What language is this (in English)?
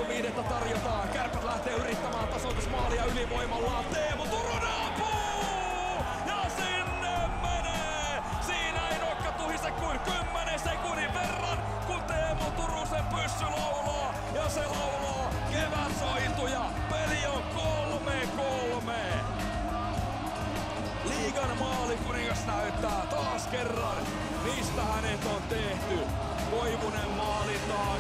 Finnish